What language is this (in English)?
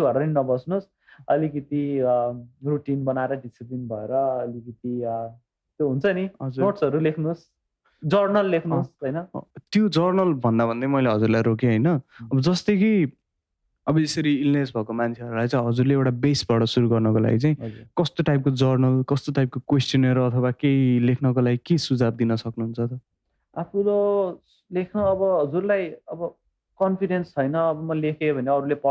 Nepali